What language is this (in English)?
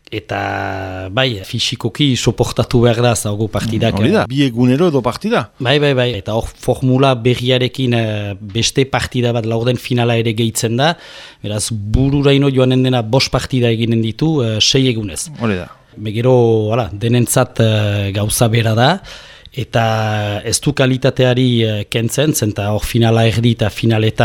Basque